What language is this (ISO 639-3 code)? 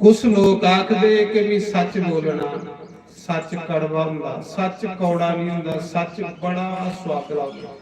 doi